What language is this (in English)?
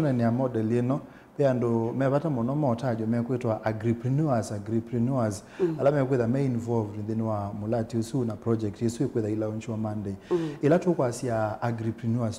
Kamba